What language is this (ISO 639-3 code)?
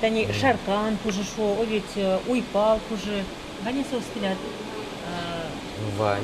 udm